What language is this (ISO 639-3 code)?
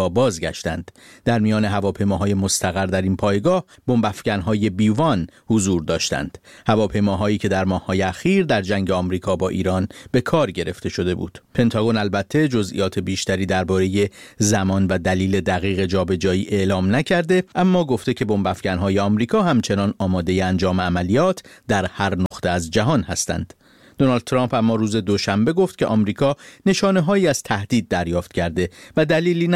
fas